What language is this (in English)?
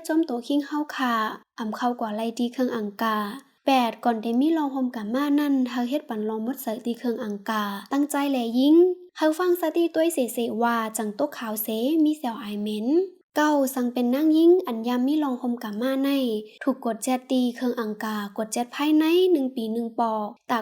Shan